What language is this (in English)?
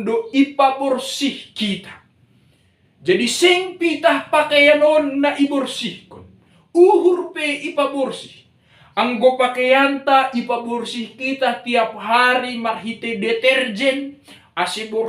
Batak Simalungun